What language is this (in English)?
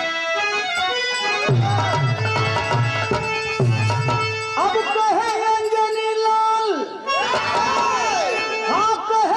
Bhojpuri